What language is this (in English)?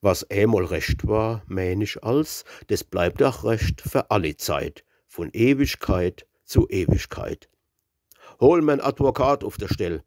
Palatine German